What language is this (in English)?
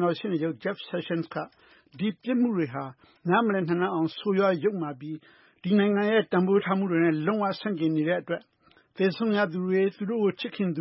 Burmese